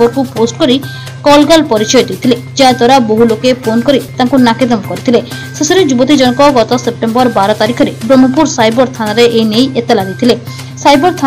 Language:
Odia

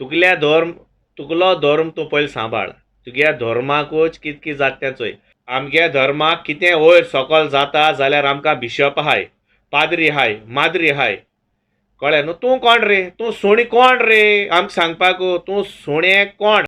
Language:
Konkani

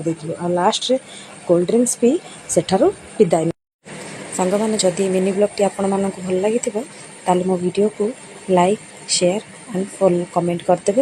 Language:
Odia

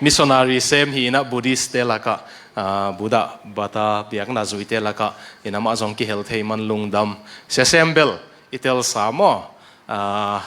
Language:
Tedim Chin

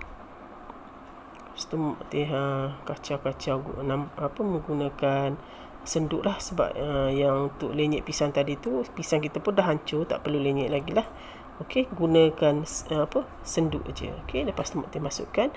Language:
Malay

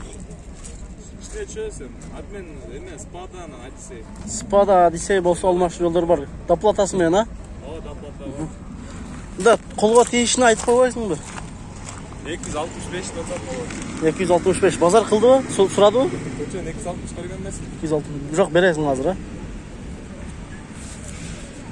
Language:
Kyrgyz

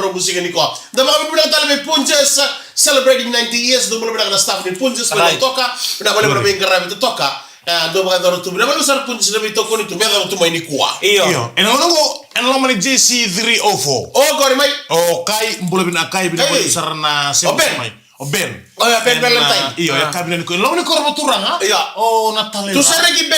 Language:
Fijian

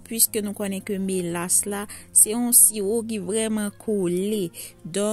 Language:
Haitian Creole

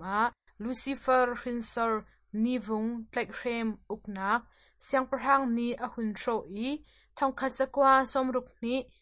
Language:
Hakha Chin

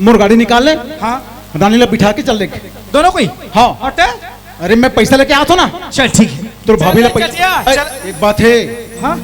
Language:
Chhattisgarhi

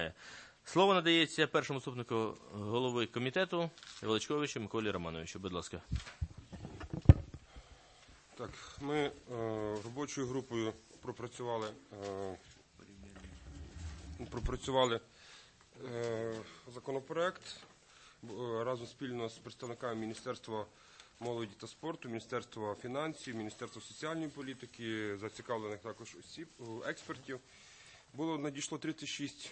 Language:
Ukrainian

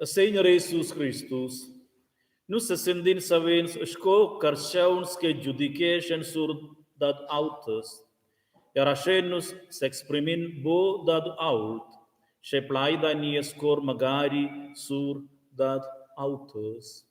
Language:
Romansh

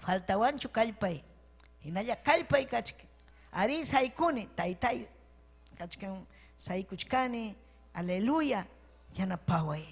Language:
Ayacucho Quechua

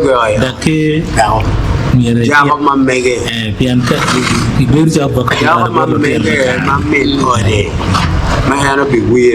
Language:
Acoli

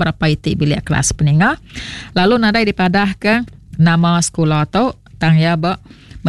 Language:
Iban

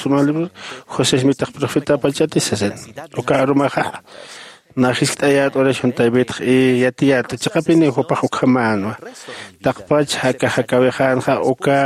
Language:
Aymara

